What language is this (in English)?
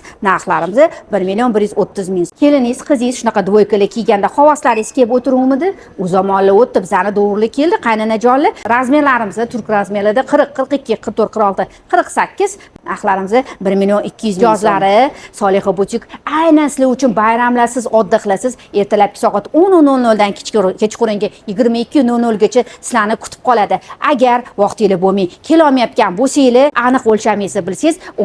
Uzbek